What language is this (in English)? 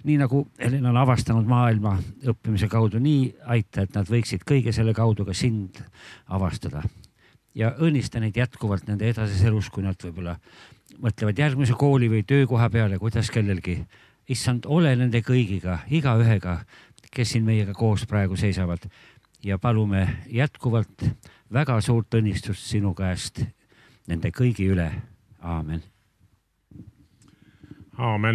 Estonian